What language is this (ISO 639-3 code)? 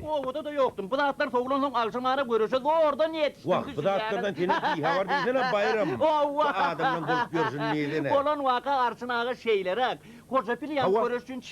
tuk